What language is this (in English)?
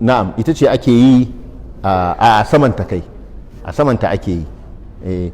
Hausa